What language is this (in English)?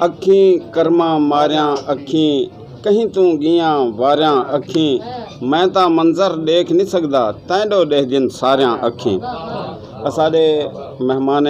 Saraiki